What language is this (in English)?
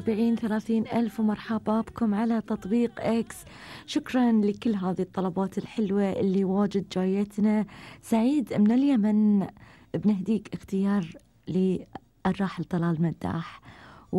Gulf Arabic